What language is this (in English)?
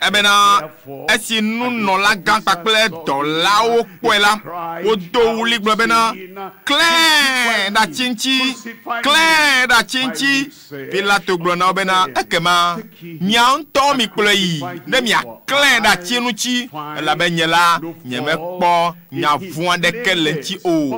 Ewe